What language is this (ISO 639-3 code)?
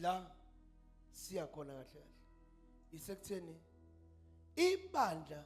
zul